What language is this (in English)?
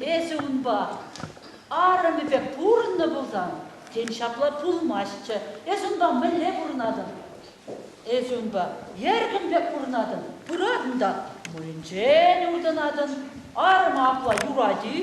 Chuvash